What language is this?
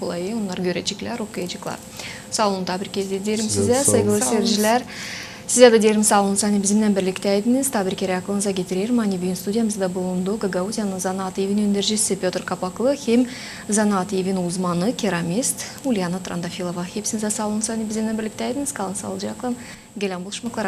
Gagauz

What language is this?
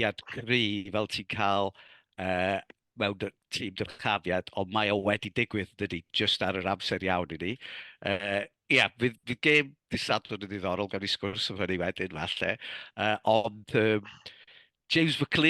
Welsh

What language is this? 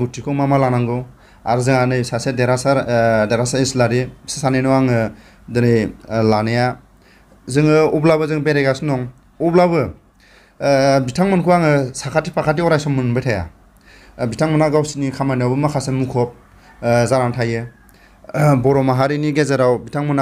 Bodo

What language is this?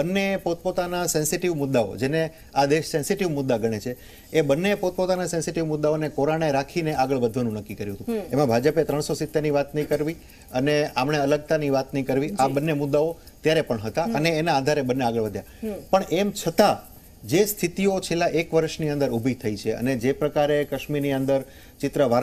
Gujarati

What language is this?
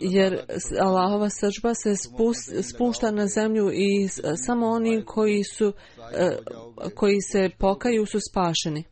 Bosnian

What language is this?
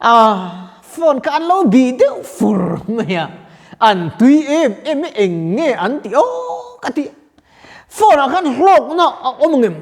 Mizo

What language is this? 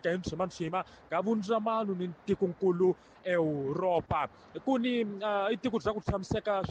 Tsonga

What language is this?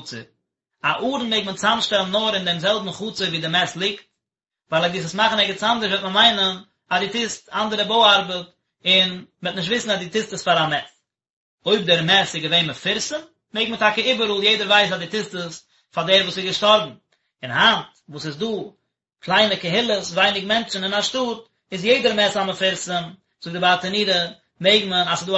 Yiddish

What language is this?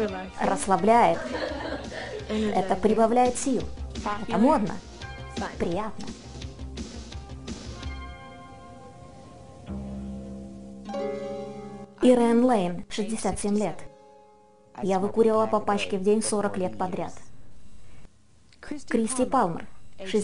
Russian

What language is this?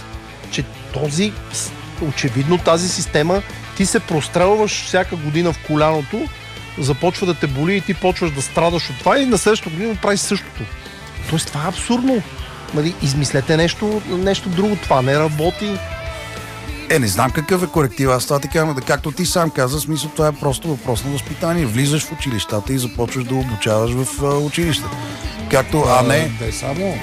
Bulgarian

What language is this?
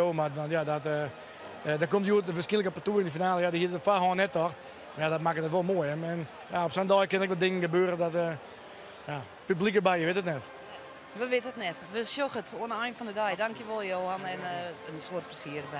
Western Frisian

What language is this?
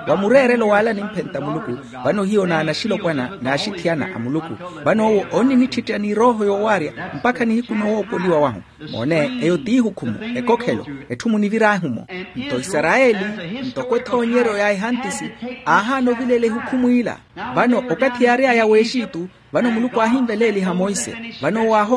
Makhuwa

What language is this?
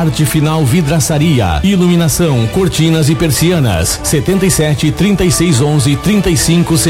Portuguese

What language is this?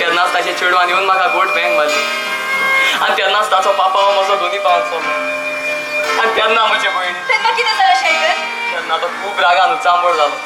Konkani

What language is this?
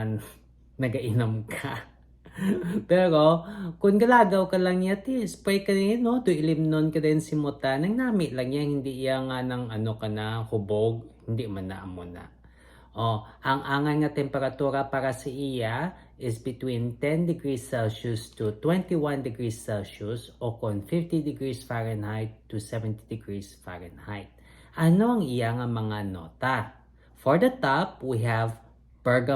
Hiligaynon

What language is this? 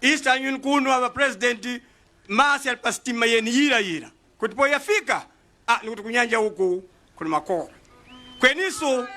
Nyanja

